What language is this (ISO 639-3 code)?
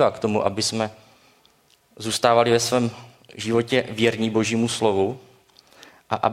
ces